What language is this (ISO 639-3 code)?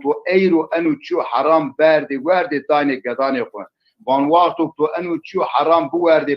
zza